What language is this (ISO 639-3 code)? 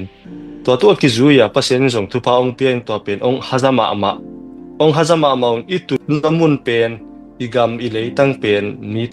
ctd